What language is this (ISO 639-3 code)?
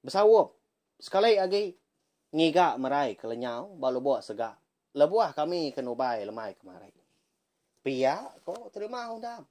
iba